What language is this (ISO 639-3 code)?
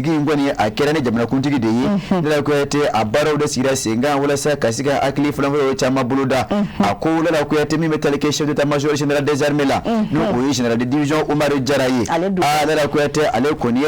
bam